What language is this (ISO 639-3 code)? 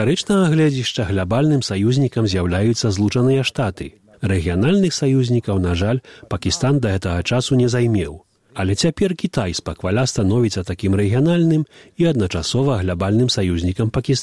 bel